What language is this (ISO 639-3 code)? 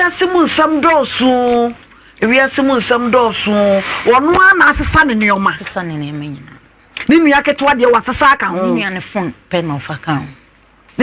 aka